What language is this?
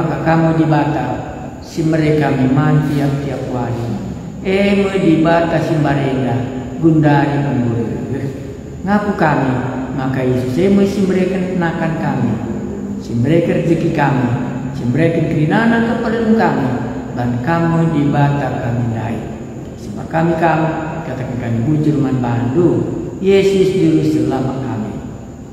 Batak Karo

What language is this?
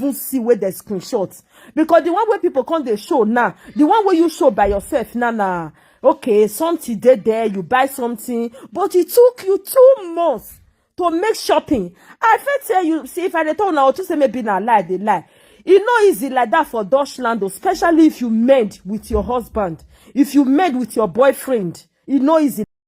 Nigerian Pidgin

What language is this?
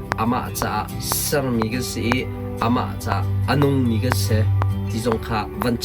Hakha Chin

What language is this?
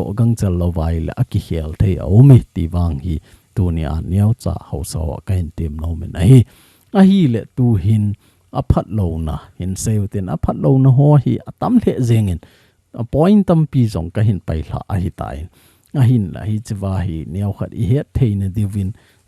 Thado Chin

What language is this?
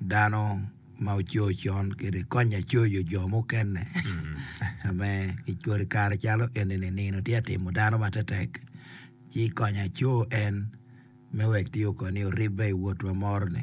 Acoli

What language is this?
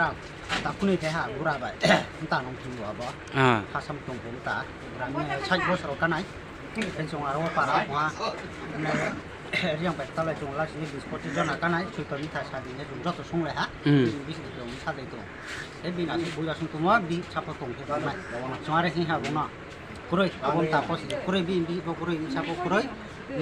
Riang (India)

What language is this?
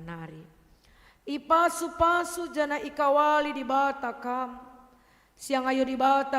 Batak Karo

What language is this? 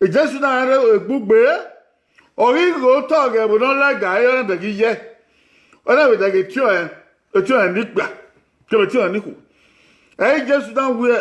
Bini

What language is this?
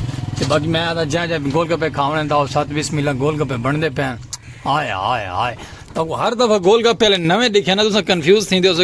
Saraiki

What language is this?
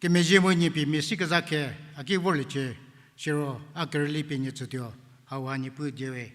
Angami Naga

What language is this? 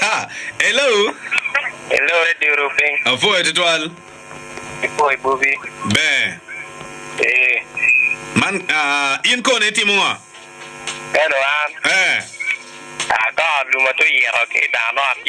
Acoli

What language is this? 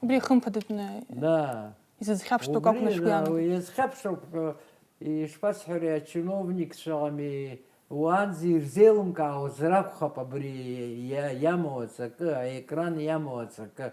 Abkhazian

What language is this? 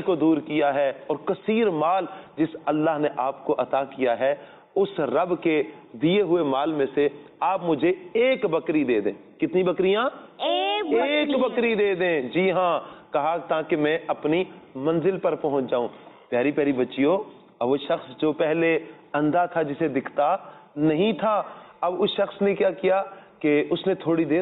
Urdu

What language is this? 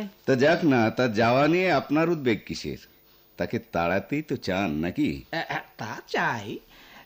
Bangla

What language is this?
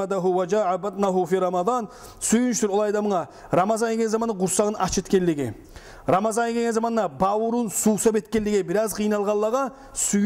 Kumyk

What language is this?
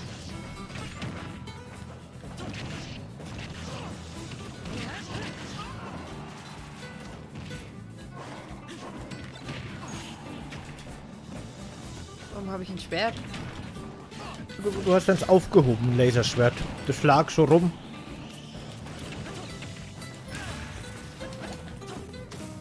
German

